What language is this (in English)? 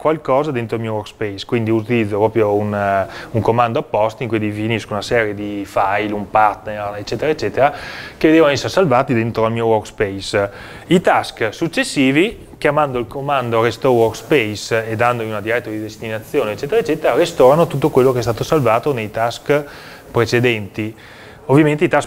Italian